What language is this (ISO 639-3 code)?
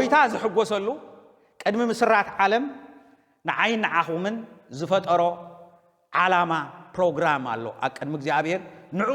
tir